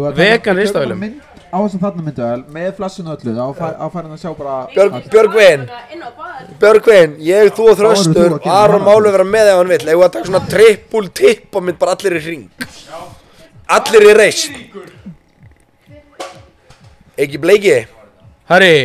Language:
Icelandic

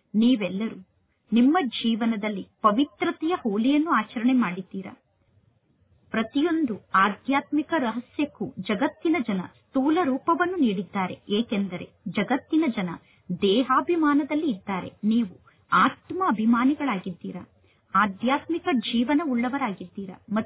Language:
Kannada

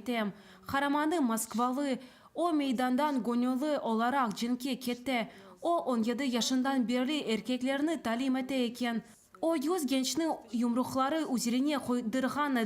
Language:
Crimean Tatar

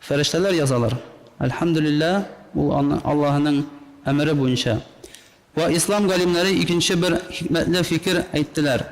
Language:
Tatar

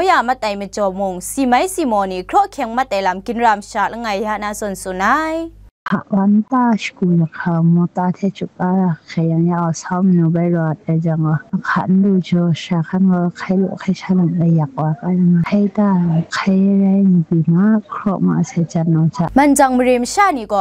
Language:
Kachin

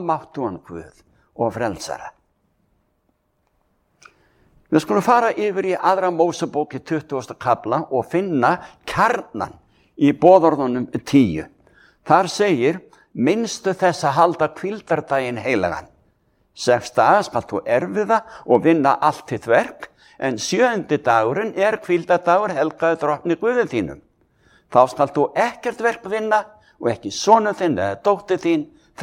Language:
Icelandic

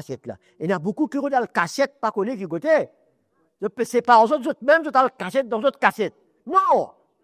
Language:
Morisyen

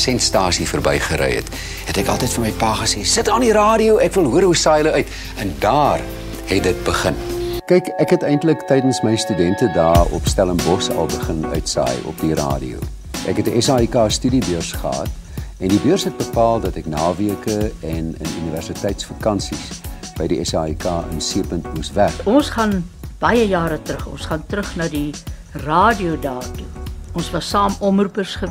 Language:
Afrikaans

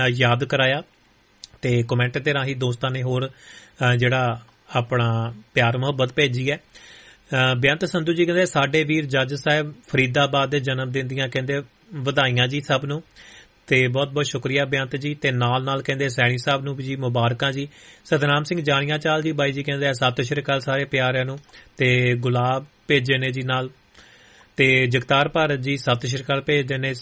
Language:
Punjabi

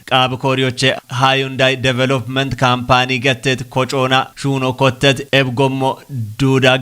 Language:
Kafa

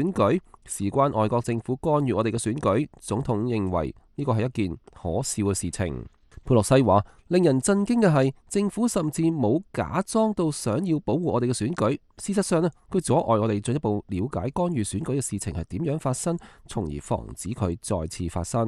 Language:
Cantonese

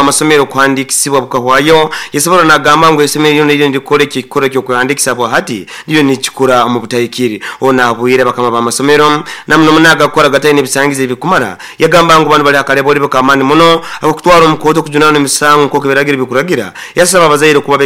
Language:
Nyoro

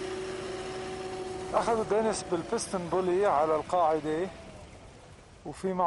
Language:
North Levantine Arabic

